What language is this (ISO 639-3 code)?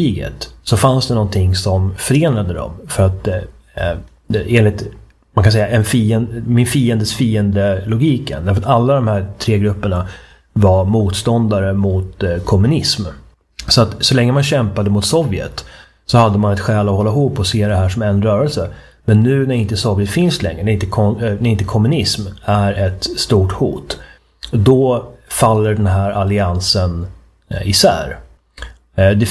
swe